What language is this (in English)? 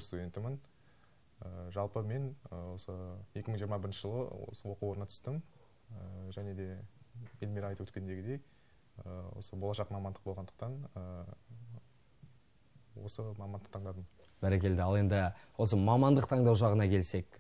Kazakh